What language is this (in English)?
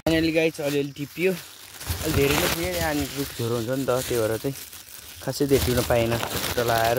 Nepali